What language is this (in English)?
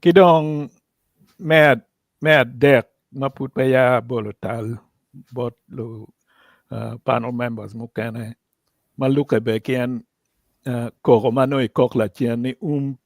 Acoli